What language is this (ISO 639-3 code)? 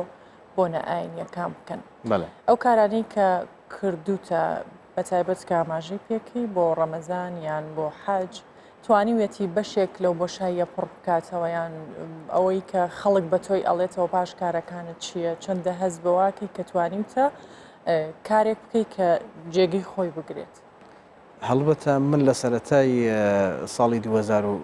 ckb